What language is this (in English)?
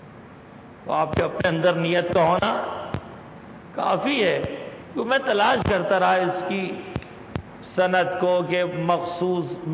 Urdu